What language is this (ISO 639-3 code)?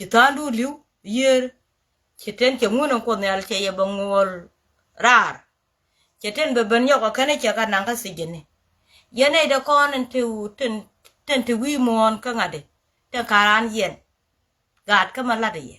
nus